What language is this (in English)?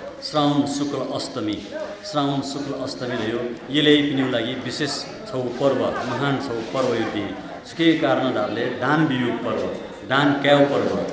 Newari